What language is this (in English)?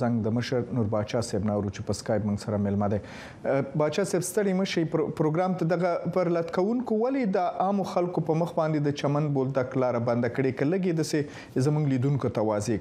Pashto